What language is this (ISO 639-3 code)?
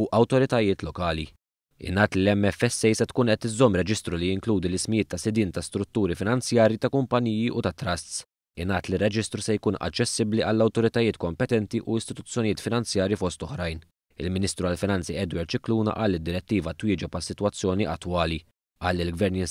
mlt